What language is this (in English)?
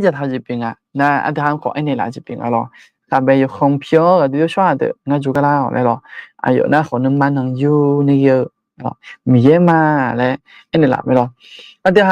Akha